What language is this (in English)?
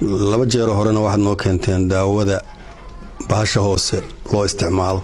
Somali